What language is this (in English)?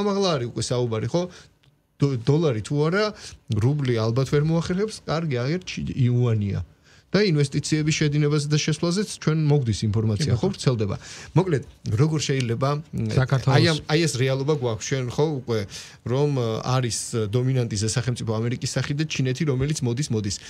Georgian